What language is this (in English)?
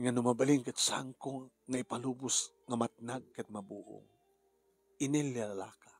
Iloko